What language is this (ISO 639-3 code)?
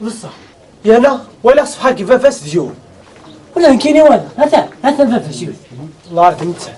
kab